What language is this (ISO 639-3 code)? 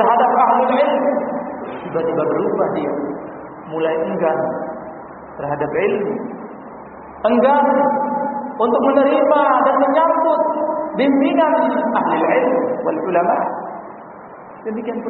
ind